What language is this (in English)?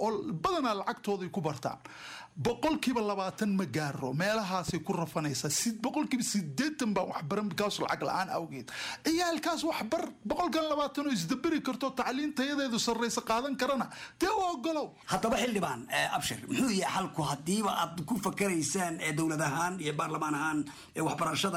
Somali